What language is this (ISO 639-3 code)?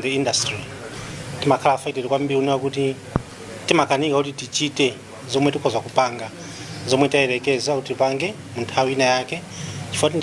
nya